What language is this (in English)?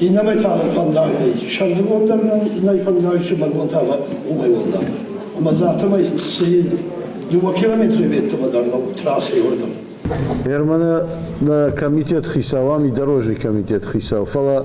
Ossetic